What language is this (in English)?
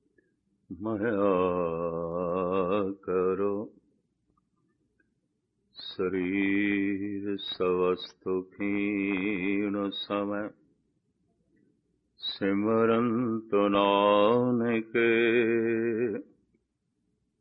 Punjabi